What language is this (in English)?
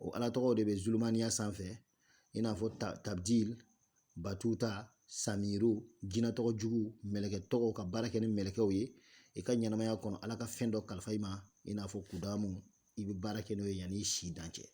Bambara